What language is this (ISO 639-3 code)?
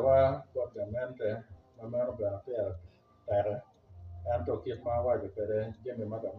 ach